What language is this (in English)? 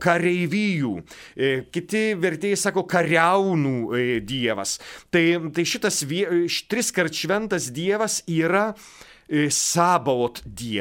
Lithuanian